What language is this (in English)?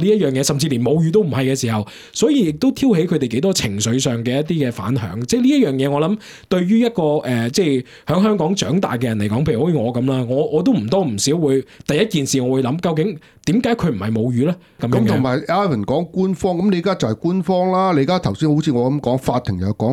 Cantonese